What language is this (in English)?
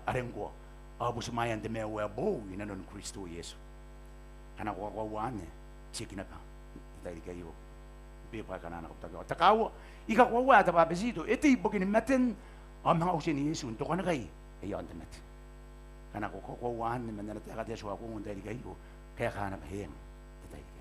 Gilbertese